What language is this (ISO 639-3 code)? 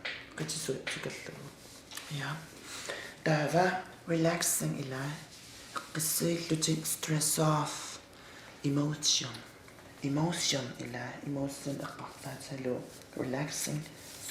kal